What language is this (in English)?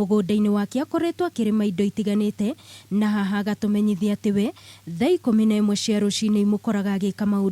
Kikuyu